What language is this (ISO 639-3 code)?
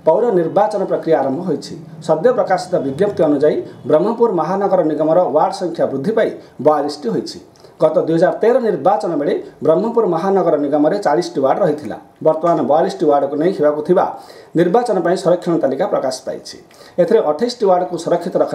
ori